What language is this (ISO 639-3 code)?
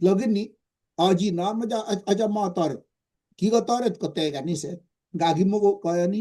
kln